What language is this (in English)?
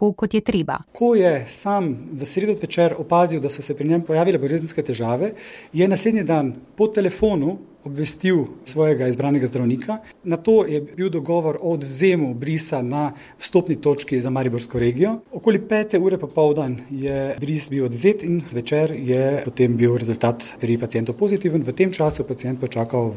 Slovenian